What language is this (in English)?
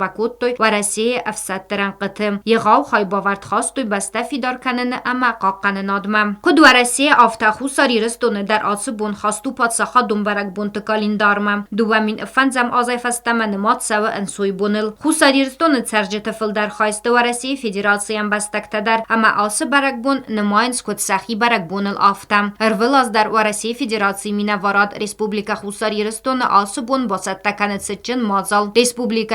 Ossetic